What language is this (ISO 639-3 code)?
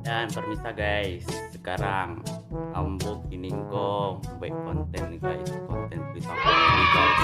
min